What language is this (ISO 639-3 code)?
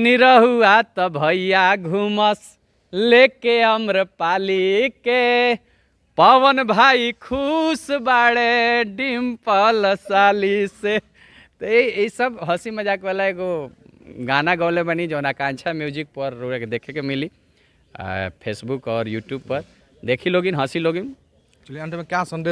bho